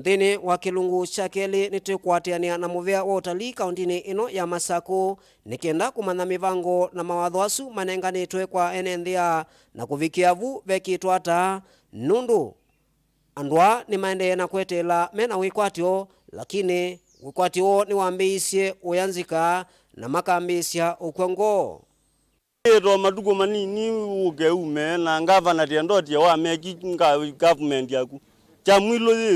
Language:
Kamba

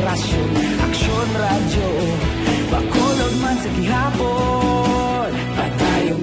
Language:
Hiligaynon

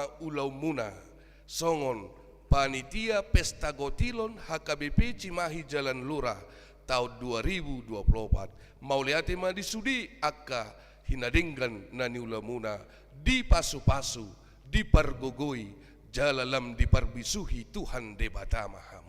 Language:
Batak Toba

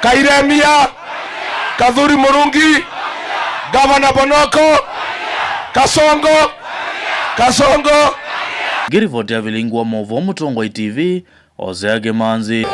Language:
Kamba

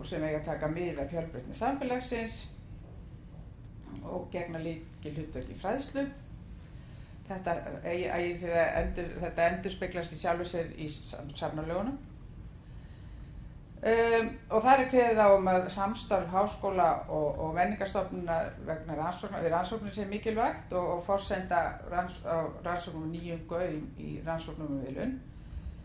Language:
Icelandic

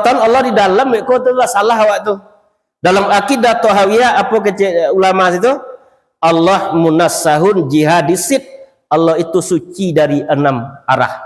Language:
Minangkabau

